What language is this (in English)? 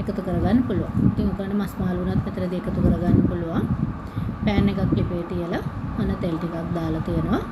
Sinhala